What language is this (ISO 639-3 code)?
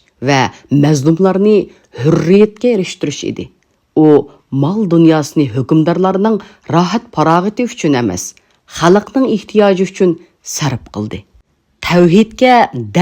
uig